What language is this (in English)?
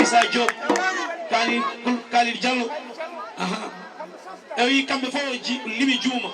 Fula